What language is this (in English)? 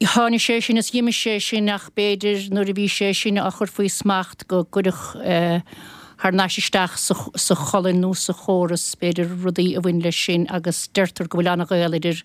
Irish